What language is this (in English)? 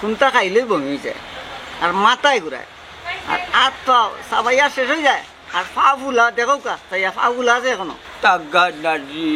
Sylheti